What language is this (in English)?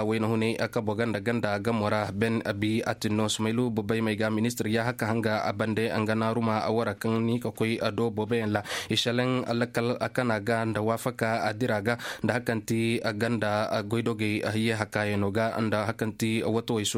Koyraboro Senni